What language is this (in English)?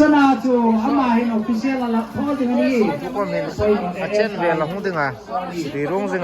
Hmar